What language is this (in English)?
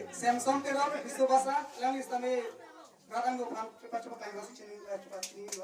Karbi